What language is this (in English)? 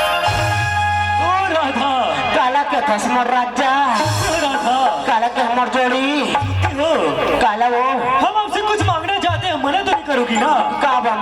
Chhattisgarhi